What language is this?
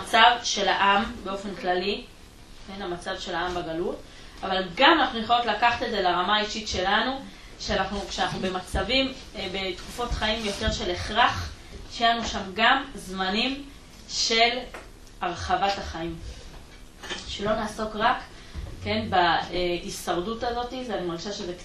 Hebrew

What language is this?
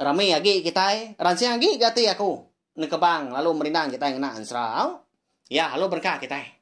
Iban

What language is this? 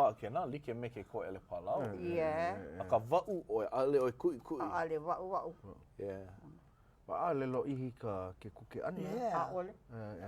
Hawaiian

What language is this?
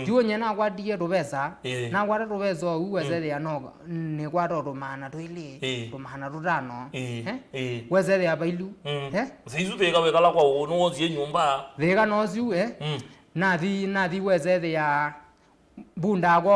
Kamba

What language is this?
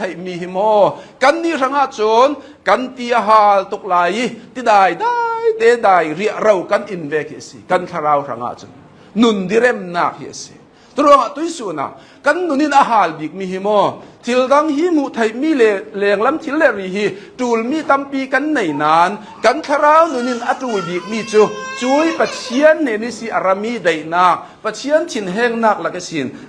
Hakha Chin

